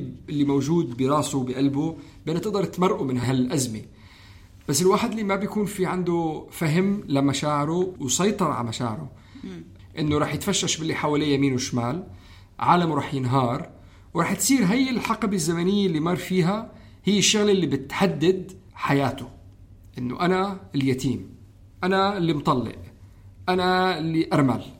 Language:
North Levantine Arabic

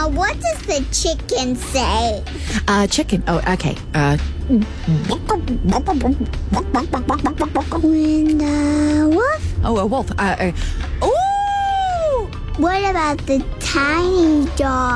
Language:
English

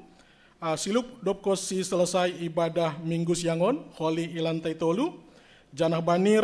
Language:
Batak Simalungun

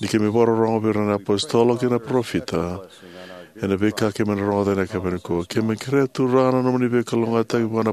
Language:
Fijian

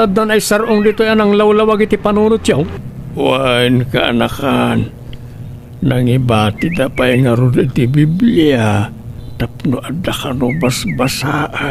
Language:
Iloko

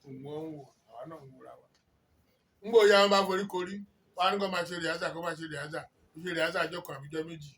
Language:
Yoruba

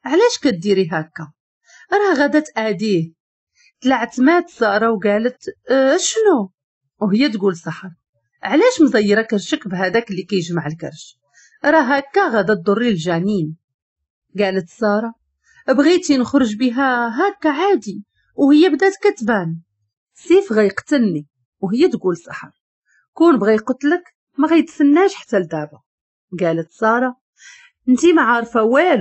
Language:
Moroccan Arabic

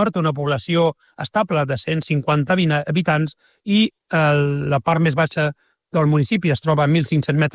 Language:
Catalan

